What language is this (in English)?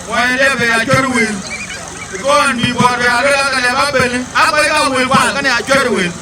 Dinka